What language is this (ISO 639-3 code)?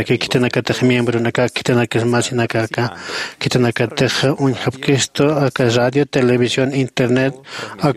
aym